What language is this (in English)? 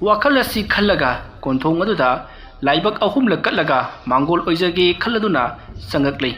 Manipuri